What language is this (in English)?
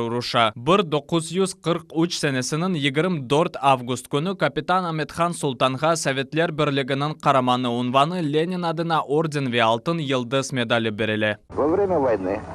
Crimean Tatar